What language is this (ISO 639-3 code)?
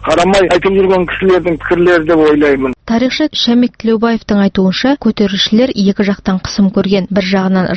kaz